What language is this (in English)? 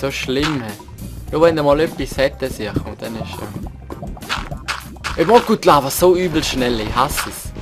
Swiss German